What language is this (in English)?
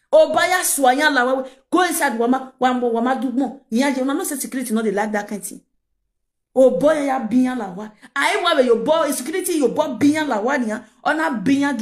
Nigerian Pidgin